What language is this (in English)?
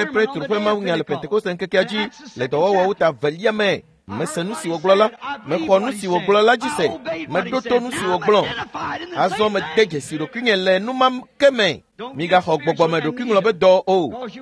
Ewe